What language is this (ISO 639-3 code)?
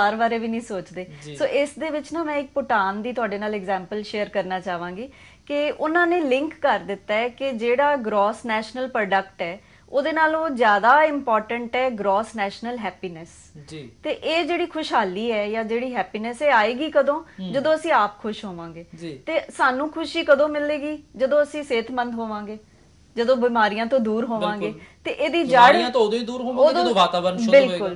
pan